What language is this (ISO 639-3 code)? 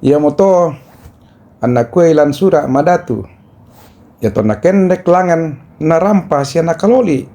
sda